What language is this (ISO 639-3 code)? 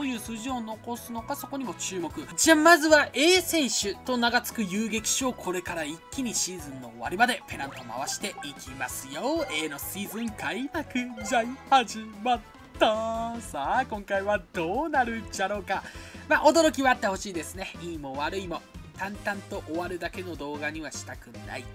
jpn